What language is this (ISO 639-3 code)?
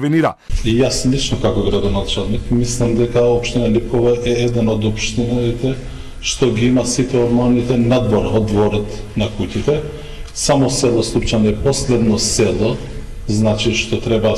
mkd